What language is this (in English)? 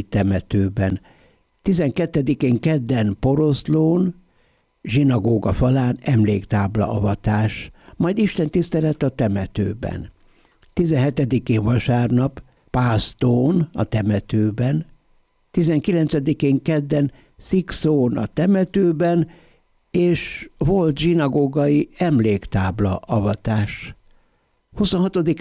Hungarian